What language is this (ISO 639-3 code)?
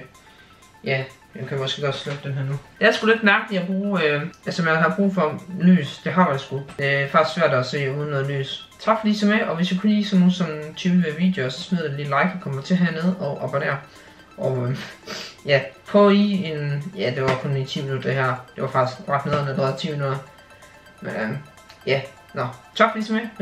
dan